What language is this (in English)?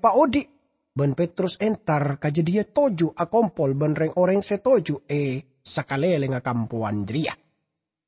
Madurese